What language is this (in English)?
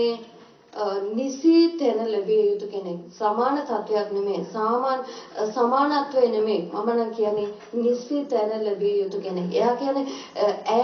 Sinhala